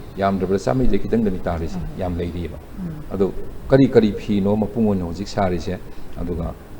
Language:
Manipuri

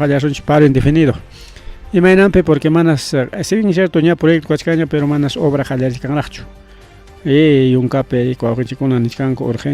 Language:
Ayacucho Quechua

